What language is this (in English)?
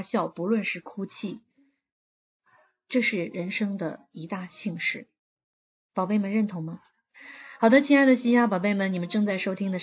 Chinese